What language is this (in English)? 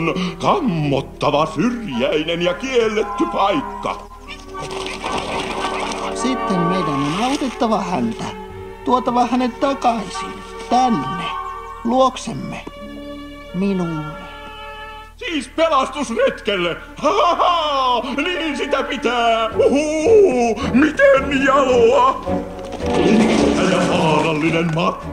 Finnish